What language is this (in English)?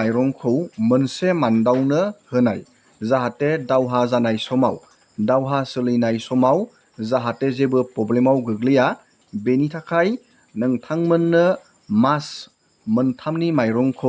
Bodo